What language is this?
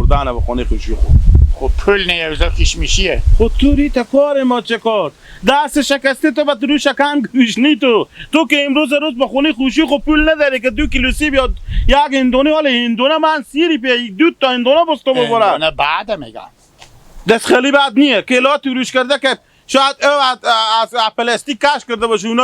Hazaragi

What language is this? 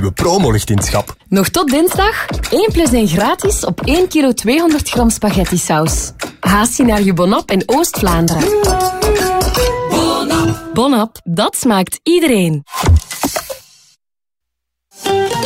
Dutch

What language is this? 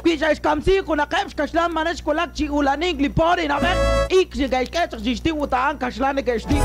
Kekchí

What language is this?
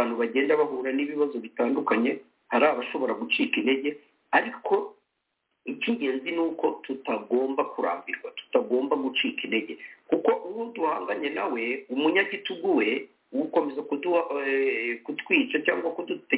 Kinyarwanda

